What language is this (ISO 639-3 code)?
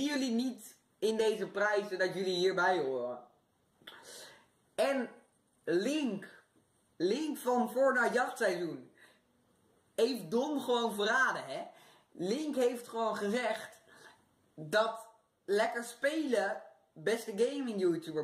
nld